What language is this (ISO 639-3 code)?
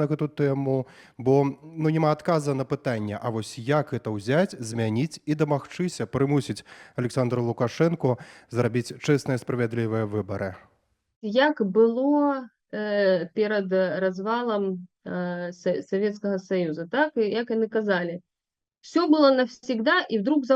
bel